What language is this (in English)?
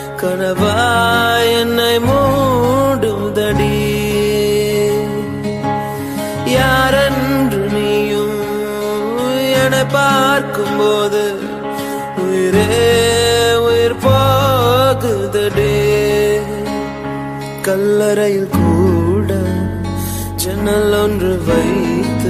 Tamil